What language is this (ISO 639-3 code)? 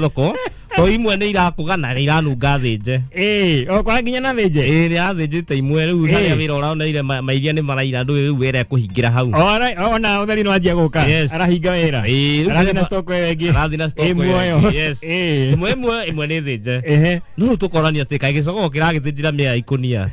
kik